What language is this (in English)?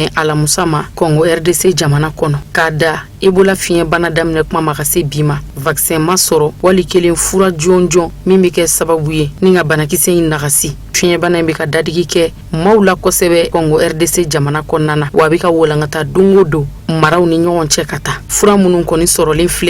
Bambara